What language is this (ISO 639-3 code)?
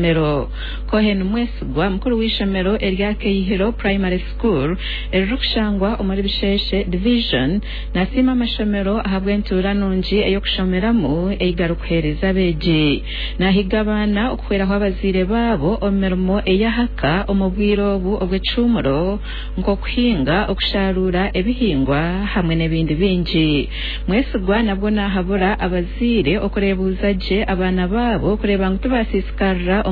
nyn